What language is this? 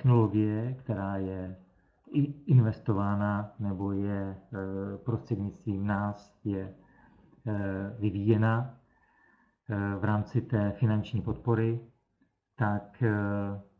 Czech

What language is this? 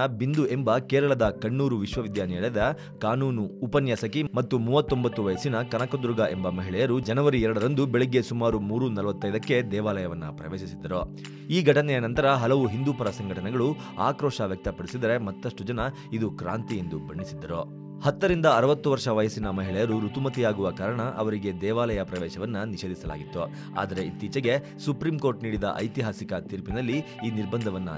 Kannada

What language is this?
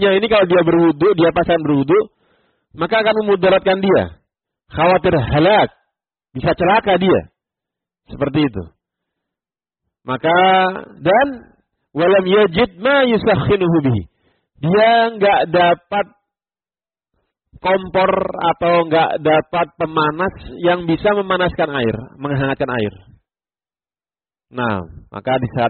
Indonesian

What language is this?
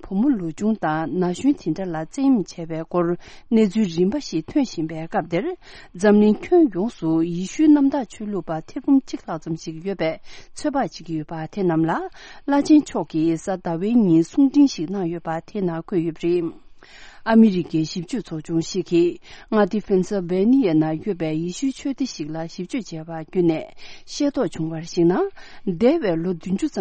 Tibetan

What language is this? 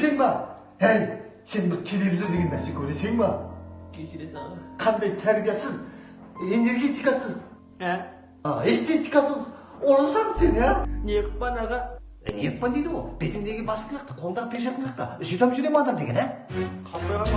Kara-Kalpak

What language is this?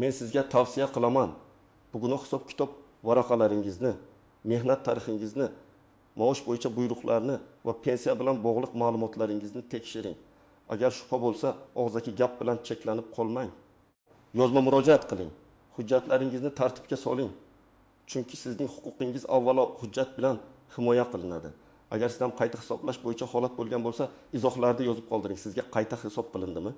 Uzbek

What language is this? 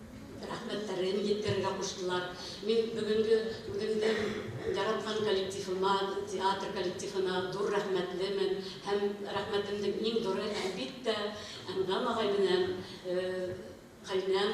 Bashkir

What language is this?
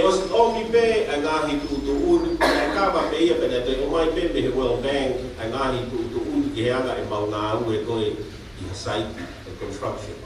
Tongan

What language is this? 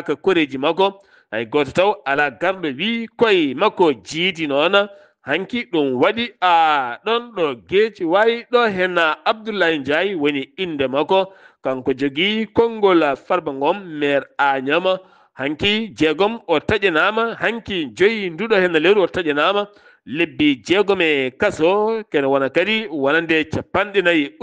Fula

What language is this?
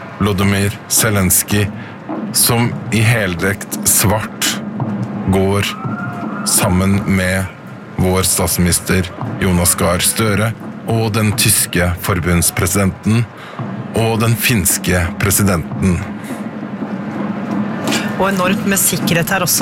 Norwegian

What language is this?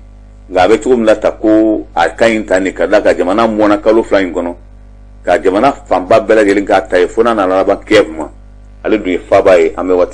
Bambara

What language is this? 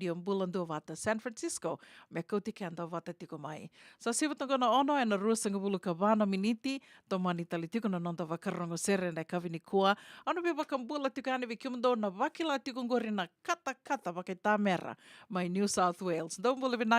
Fijian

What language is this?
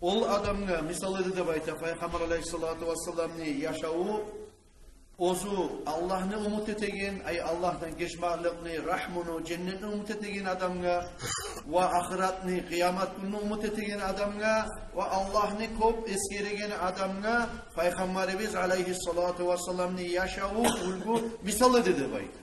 Kumyk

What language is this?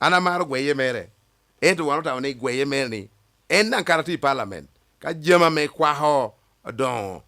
Lango (Uganda)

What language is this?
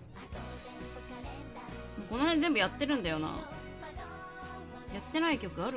Japanese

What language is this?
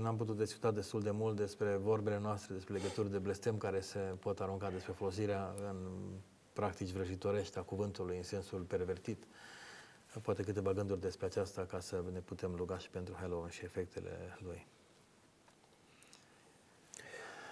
Romanian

